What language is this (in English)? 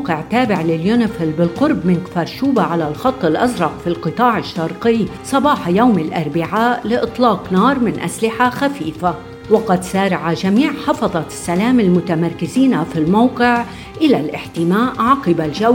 Arabic